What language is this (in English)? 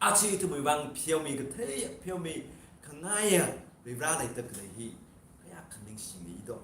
Tangkhul Naga (India)